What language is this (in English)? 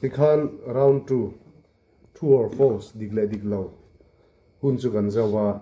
Mizo